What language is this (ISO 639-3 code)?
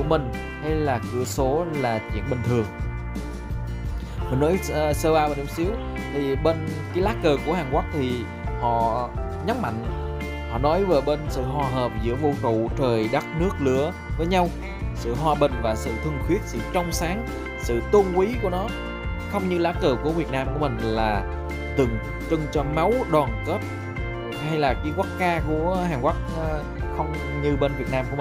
vie